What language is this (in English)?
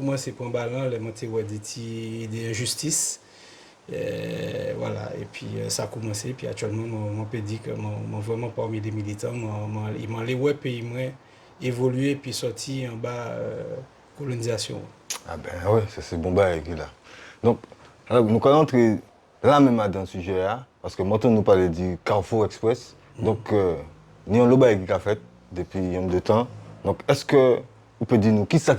Guadeloupean Creole French